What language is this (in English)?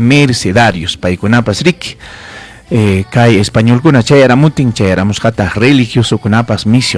Ayacucho Quechua